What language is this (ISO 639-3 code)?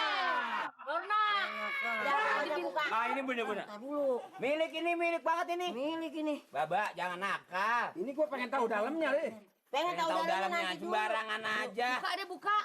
bew